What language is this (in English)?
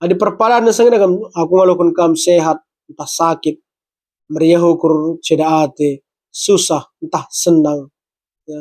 Batak Karo